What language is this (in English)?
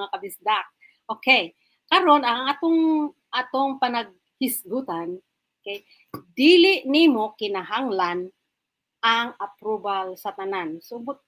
Cebuano